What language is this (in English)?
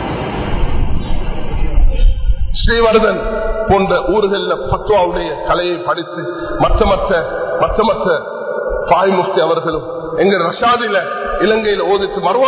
Tamil